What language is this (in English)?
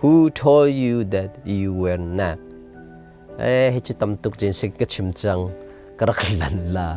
Hakha Chin